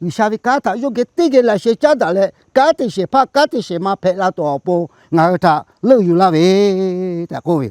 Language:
Lahu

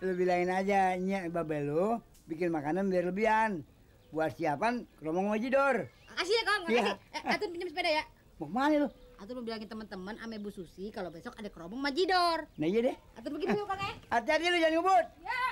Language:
Betawi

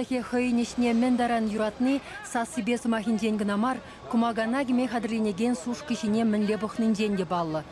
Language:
Chuvash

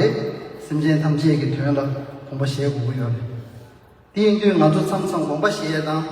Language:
Tibetan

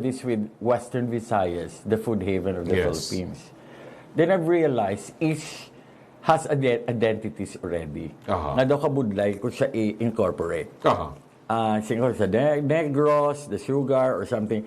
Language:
Hiligaynon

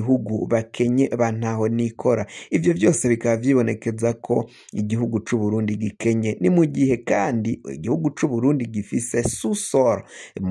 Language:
Rundi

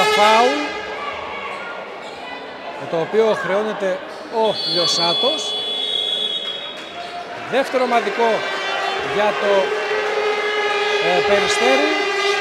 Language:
Greek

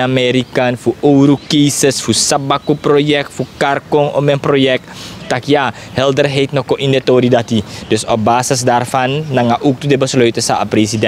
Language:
Sranan Tongo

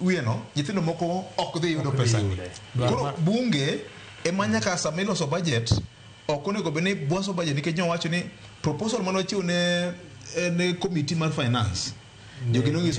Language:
Luo (Kenya and Tanzania)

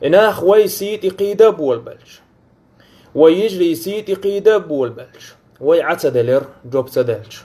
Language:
Chechen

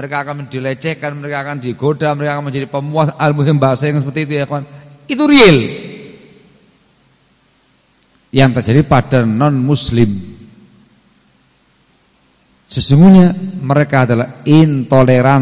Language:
Indonesian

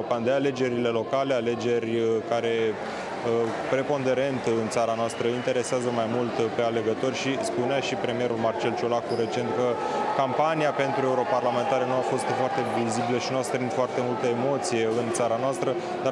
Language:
Romanian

